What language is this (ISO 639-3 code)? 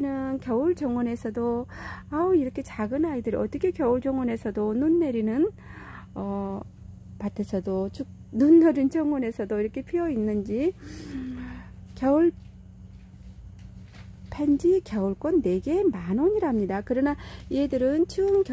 kor